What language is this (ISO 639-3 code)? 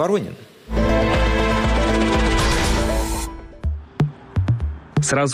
rus